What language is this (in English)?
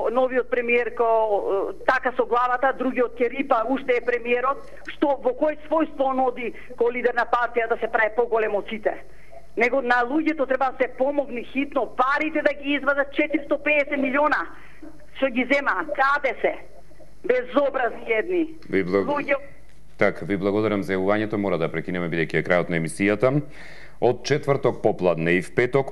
Macedonian